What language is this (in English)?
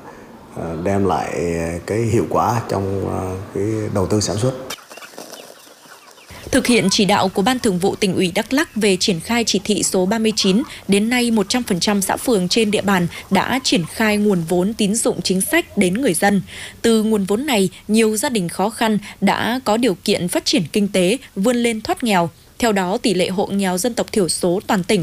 Vietnamese